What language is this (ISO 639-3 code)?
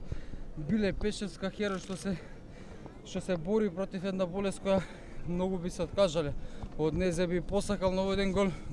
mkd